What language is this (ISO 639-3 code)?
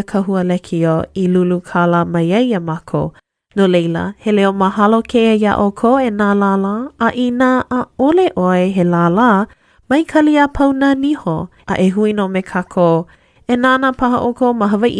haw